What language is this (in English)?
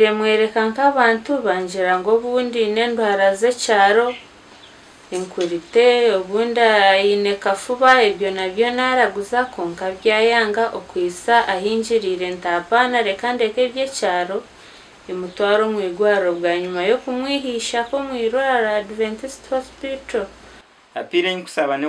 Nyankole